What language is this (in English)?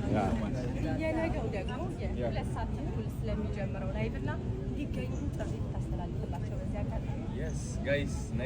Amharic